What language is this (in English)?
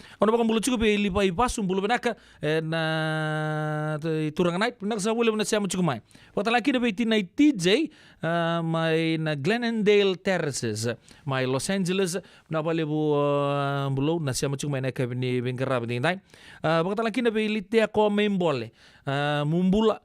Fijian